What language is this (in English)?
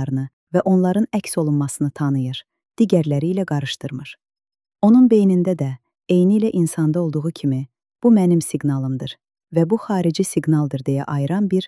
Azerbaijani